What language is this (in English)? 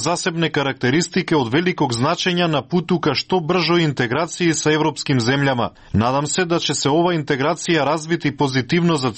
Serbian